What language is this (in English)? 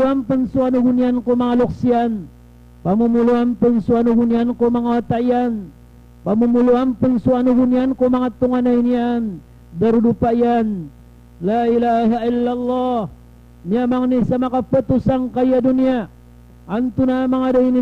Maranao